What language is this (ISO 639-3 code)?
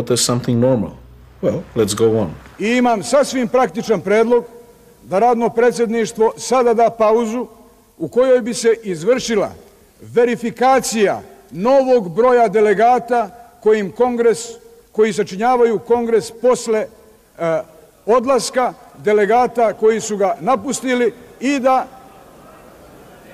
srp